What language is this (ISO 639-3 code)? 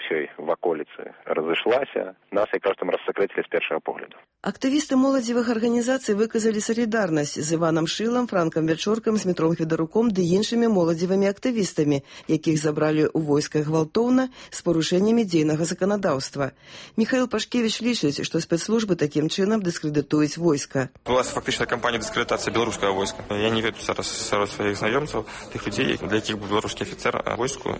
bel